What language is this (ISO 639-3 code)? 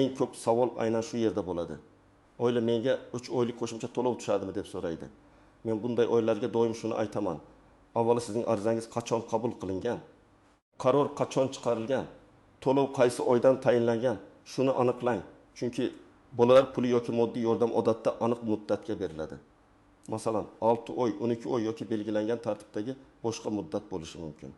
uzb